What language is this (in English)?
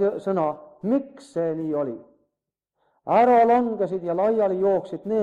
Estonian